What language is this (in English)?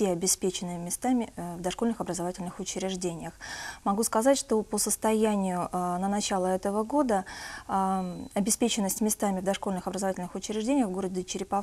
Russian